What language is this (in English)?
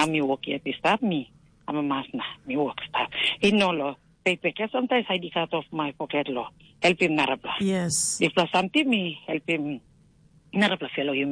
Tok Pisin